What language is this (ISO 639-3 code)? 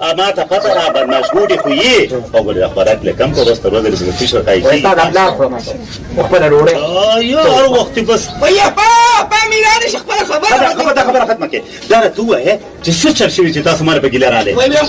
pus